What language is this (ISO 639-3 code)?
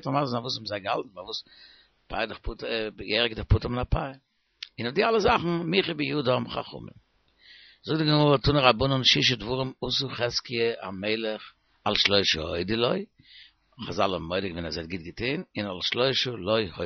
yid